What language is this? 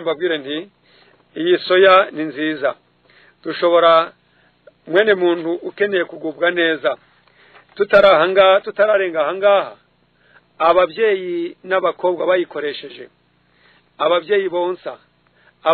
Kinyarwanda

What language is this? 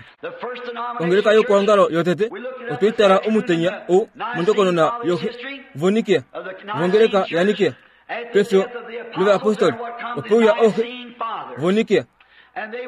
Kuanyama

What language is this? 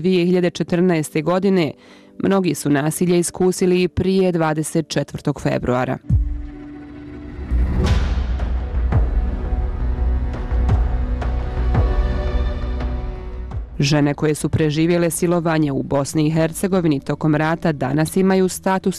Bosnian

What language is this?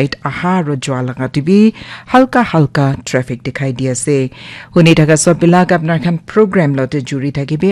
Naga Pidgin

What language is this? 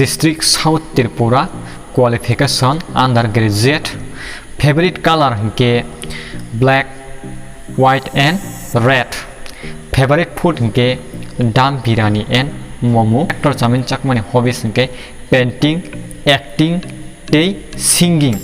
Kok Borok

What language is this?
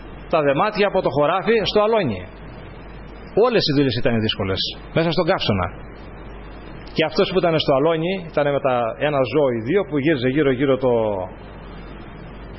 Greek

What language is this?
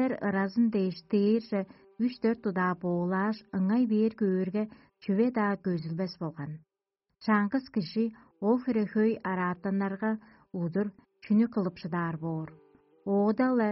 Tuvinian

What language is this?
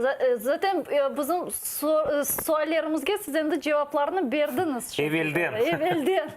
Crimean Tatar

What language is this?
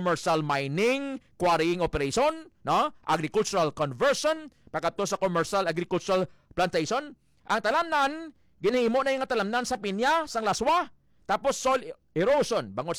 Hiligaynon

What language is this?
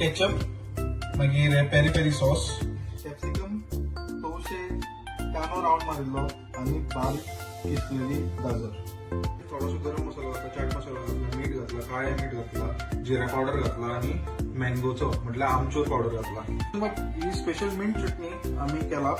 Konkani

